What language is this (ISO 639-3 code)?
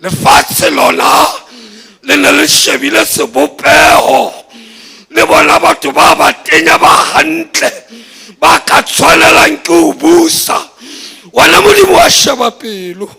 sot